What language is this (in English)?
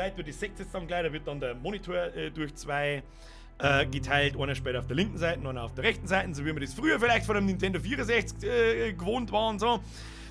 Bavarian